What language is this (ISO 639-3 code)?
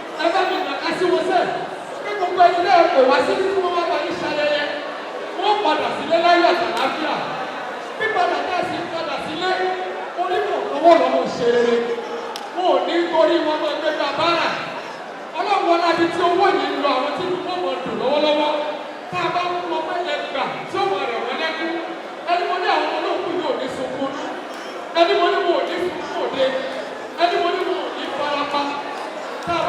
yor